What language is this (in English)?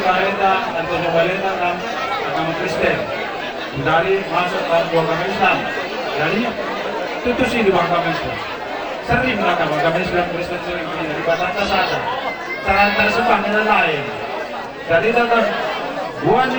Batak Karo